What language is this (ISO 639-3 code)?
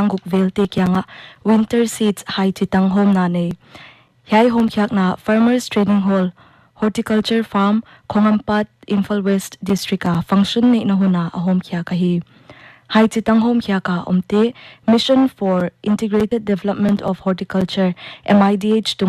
pck